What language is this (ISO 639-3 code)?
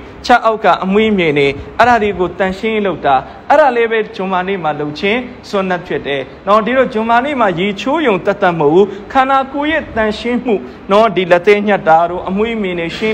mya